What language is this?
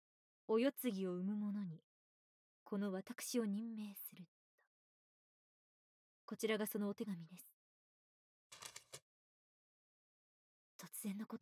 Japanese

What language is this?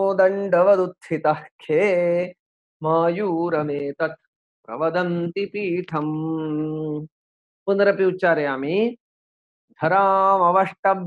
Sanskrit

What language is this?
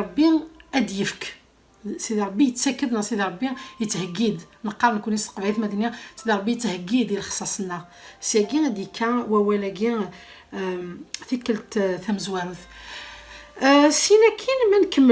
Kabyle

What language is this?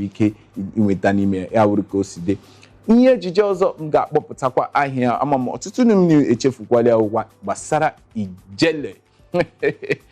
Igbo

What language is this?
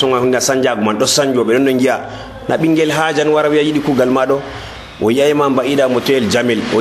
Nigerian Fulfulde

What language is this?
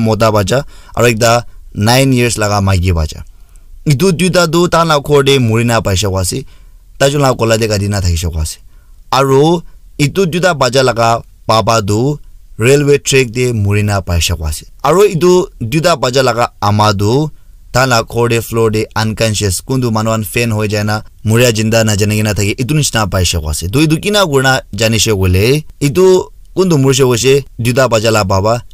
Naga Pidgin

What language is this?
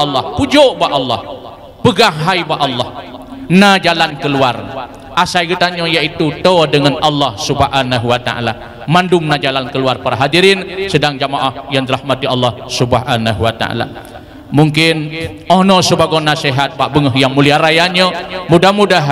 Achinese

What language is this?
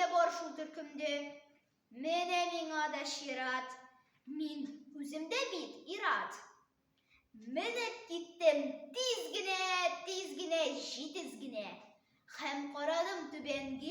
Tatar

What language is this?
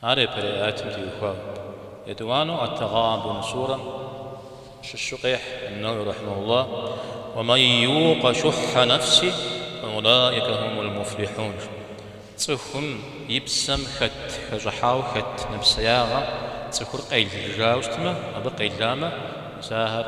Kabardian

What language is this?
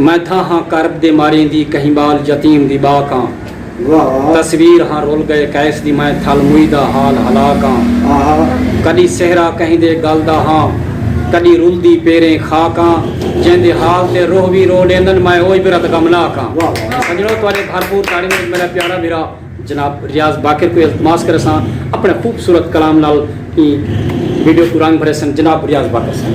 Saraiki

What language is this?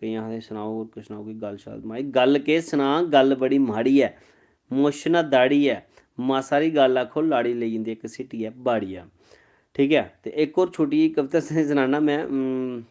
Dogri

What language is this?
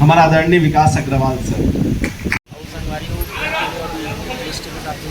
Chhattisgarhi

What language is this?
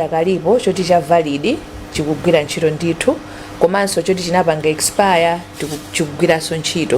Nyanja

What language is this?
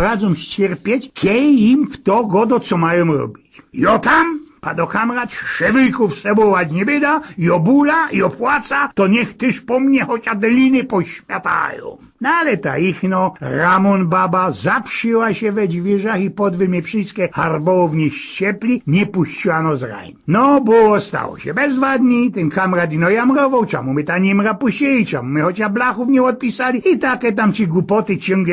Silesian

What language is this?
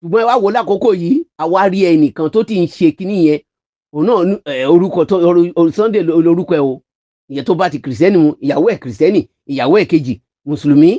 Yoruba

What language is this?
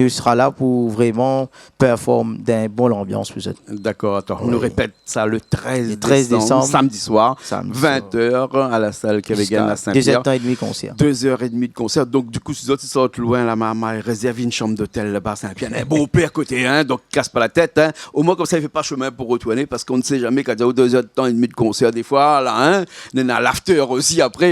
Réunion Creole French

